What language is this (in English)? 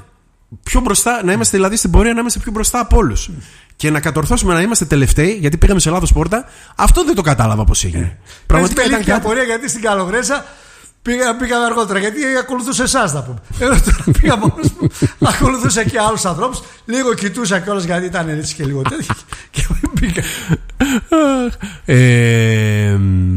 Greek